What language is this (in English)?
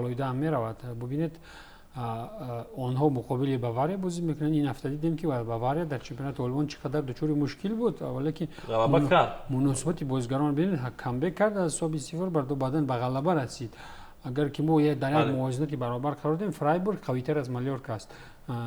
Tajik